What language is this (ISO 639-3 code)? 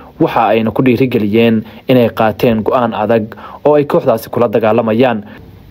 som